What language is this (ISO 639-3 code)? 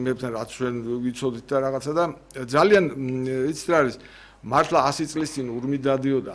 kat